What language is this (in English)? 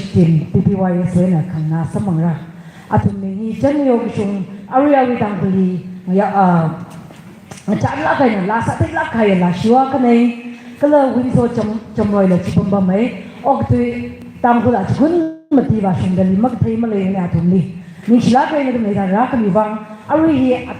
Tangkhul Naga (India)